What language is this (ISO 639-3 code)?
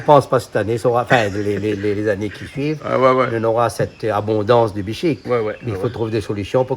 rcf